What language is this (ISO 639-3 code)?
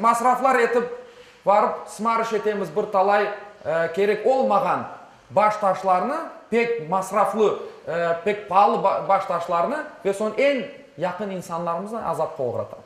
crh